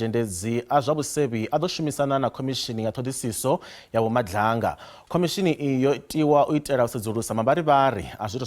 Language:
Venda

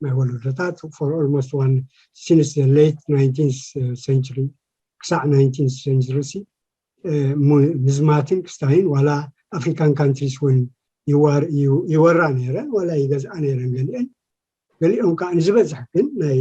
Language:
Tigrinya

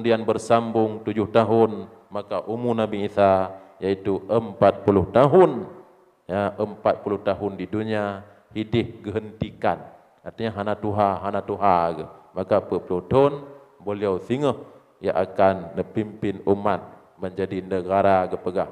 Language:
Achinese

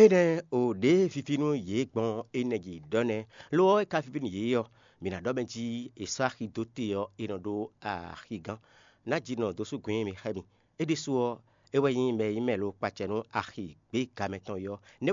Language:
Fon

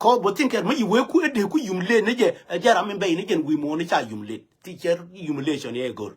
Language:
Nuer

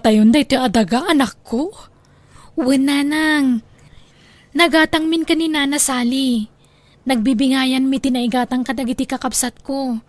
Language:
Iloko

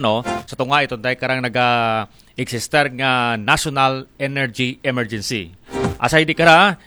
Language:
Aklanon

